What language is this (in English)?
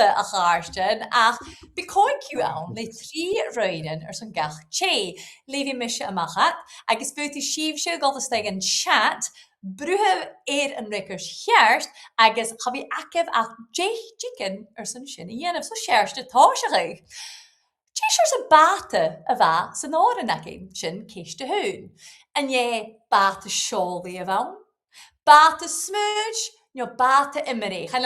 Scottish Gaelic